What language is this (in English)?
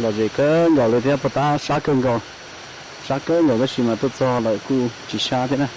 Hmong